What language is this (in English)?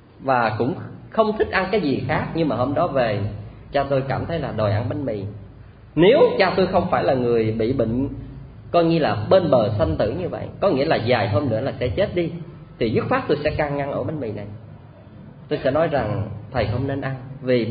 Vietnamese